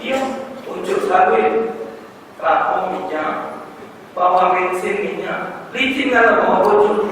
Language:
Musi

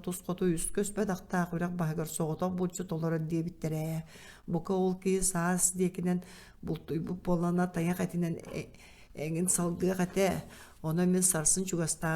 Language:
Yakut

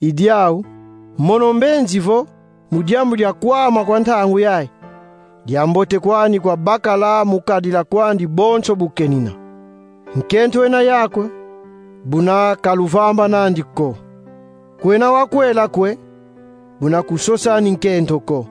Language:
Kongo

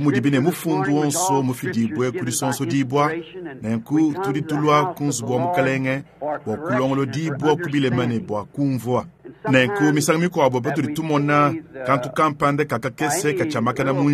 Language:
Luba-Lulua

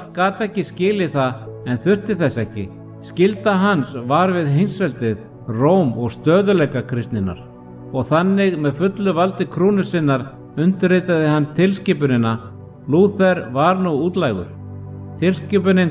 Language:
Icelandic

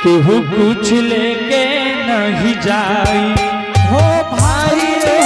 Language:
Angika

